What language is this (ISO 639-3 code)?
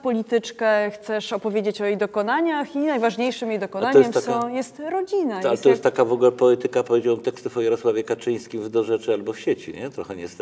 pol